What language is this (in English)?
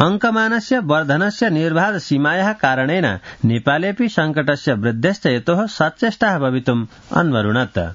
Sanskrit